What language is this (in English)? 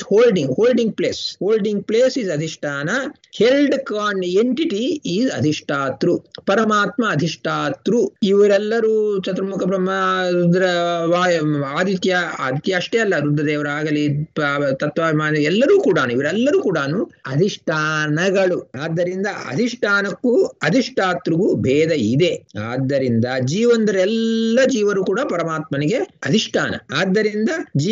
Kannada